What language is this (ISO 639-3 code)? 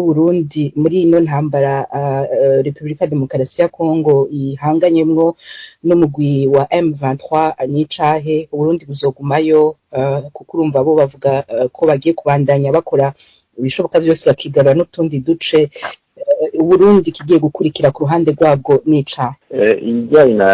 run